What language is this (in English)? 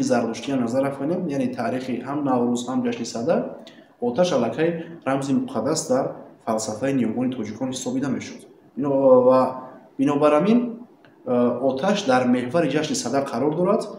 Tajik